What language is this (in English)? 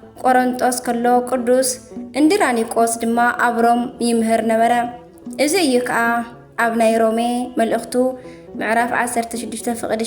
Tigrinya